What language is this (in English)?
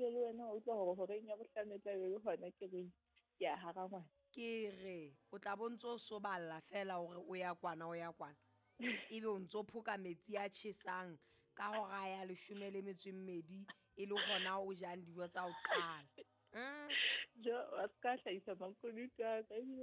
Southern Sotho